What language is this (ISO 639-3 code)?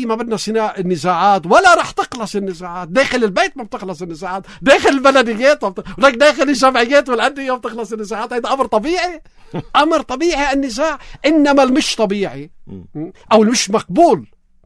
apc